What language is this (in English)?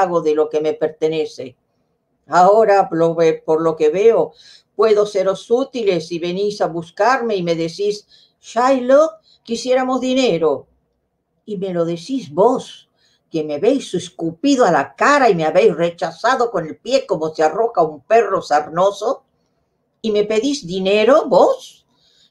Ladino